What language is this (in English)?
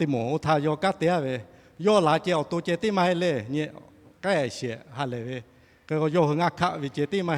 Lahu